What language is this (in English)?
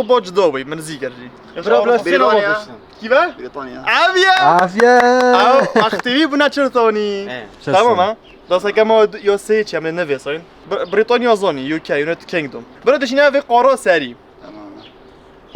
Kurdish